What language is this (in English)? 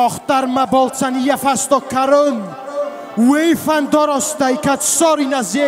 Ossetic